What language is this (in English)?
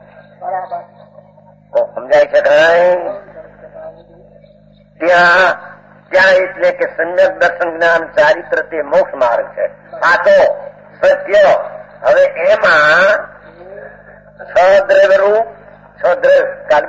Gujarati